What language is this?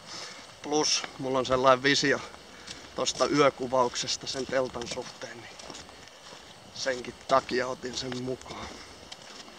Finnish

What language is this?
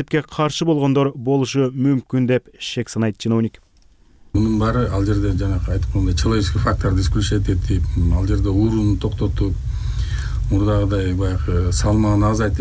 Kyrgyz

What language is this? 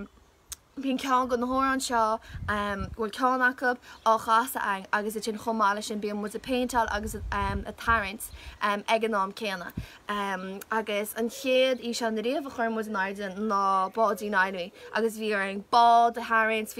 Irish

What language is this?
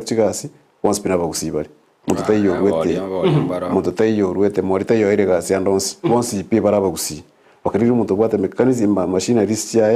Gusii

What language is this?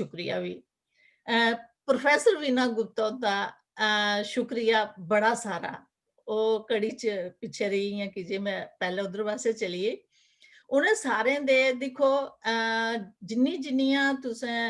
Dogri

